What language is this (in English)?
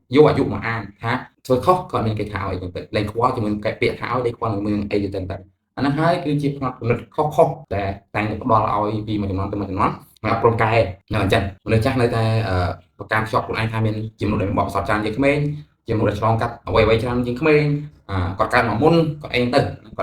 Khmer